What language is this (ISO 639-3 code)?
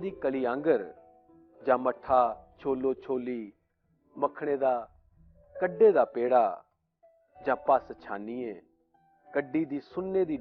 doi